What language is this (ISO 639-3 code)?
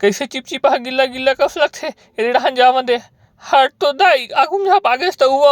hne